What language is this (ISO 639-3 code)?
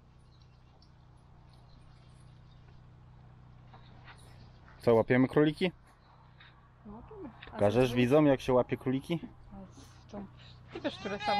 pol